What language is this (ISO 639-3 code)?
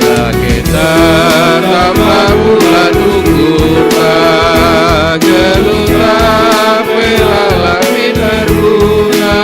btx